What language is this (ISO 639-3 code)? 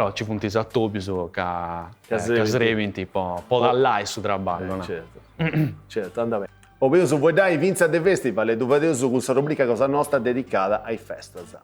srd